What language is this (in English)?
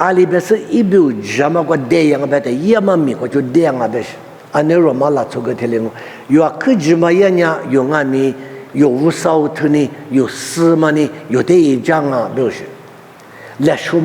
Lisu